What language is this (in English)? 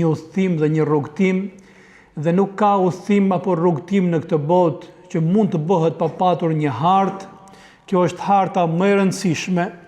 Albanian